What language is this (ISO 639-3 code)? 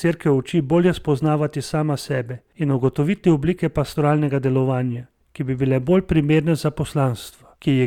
slv